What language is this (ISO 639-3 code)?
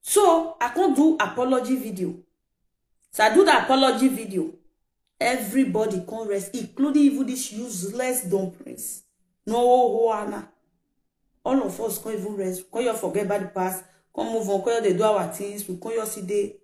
pcm